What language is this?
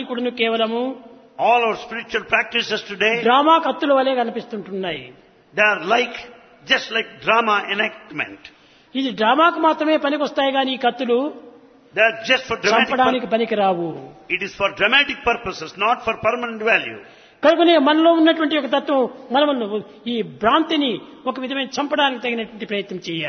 Telugu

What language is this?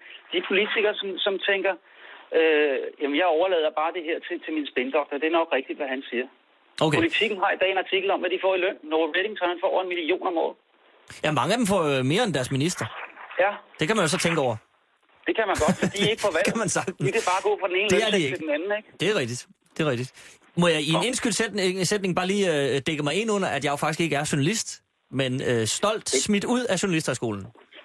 Danish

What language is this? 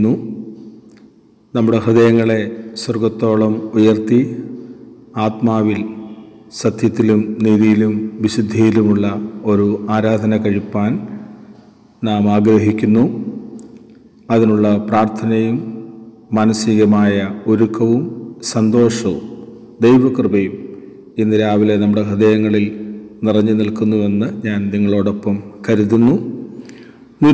Malayalam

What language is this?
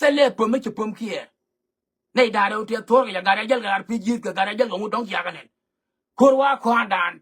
Nuer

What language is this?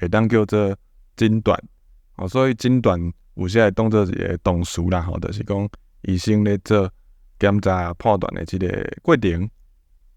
Min Nan Chinese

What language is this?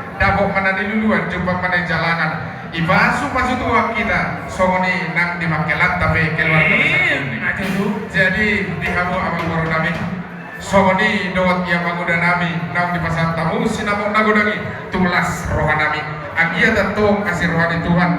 Batak Toba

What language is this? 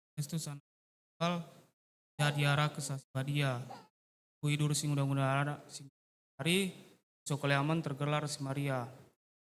Batak Karo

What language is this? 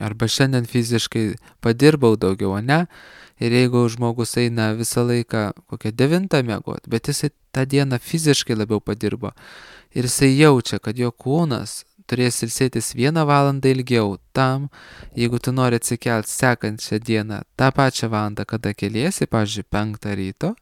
Lithuanian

